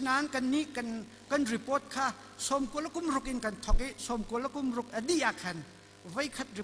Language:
Hakha Chin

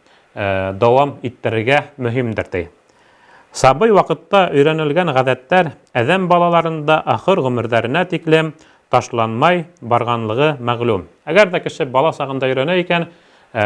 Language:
Bashkir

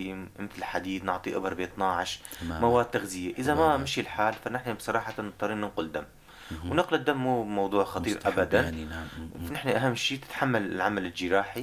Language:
North Levantine Arabic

